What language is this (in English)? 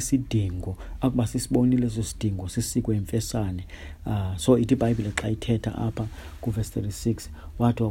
Xhosa